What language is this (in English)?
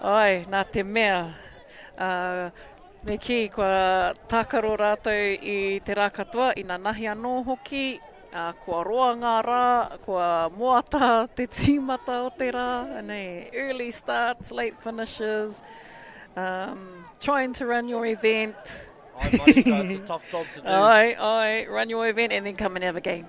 Māori